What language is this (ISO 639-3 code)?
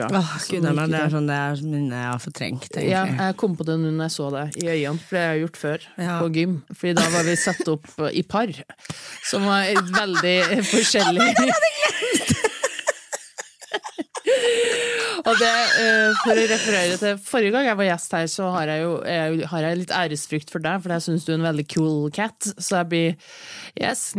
nor